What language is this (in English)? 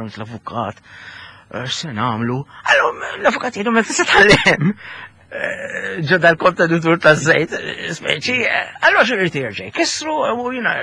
Maltese